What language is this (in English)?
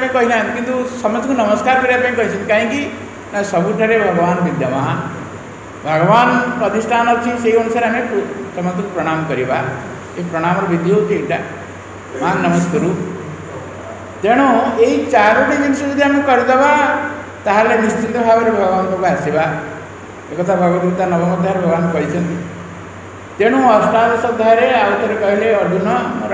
Odia